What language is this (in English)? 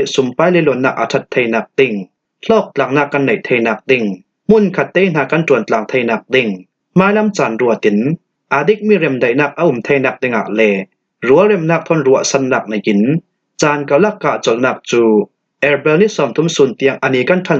Falam Chin